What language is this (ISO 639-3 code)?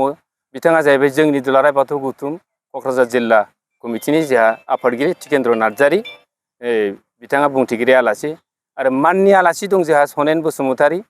brx